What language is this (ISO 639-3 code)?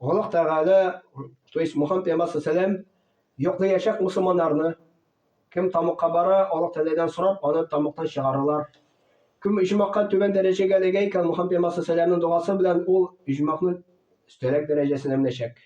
tat